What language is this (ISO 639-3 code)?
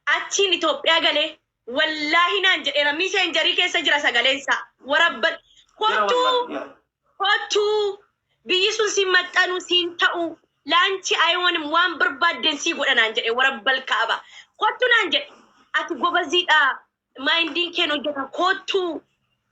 orm